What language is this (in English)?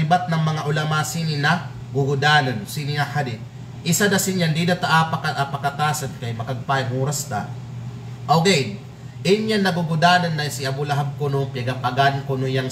Kalagan